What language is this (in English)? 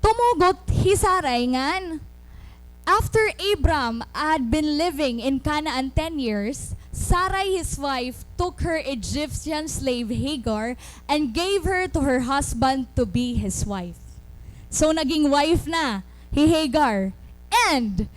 Waray